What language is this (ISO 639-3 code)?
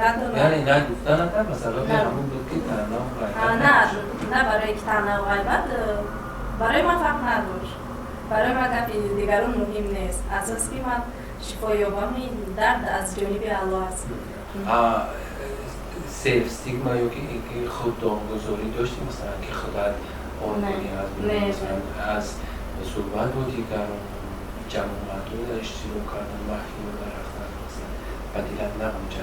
tgk